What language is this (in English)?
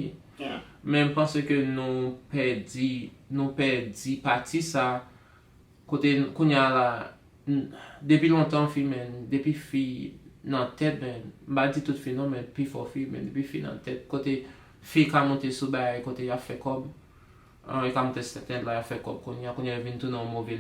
Haitian Creole